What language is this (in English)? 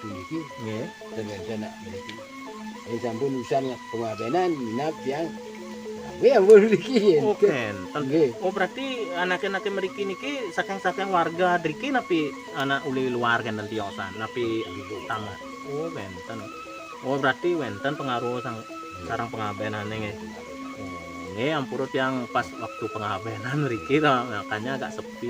Balinese